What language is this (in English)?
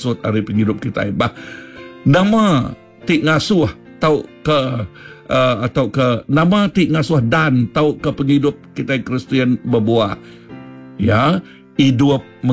Iban